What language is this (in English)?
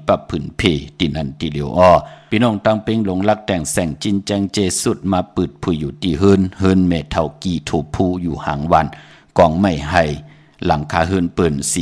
Shan